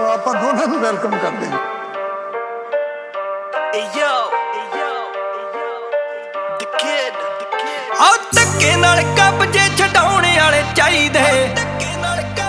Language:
Punjabi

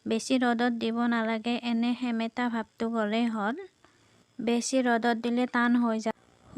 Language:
Assamese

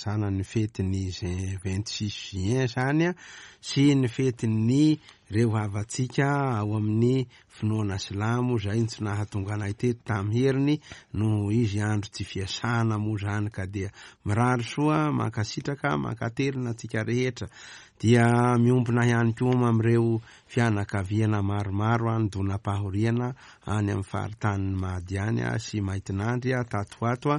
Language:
Malagasy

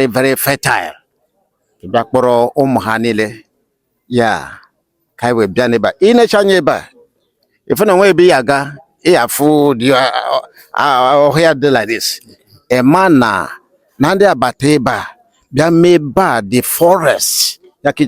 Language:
Igbo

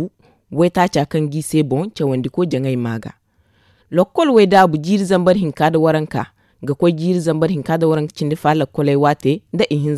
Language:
Zarma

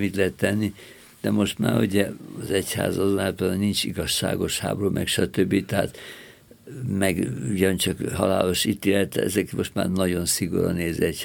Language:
Hungarian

